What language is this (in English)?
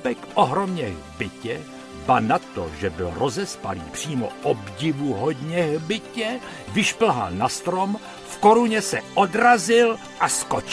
Czech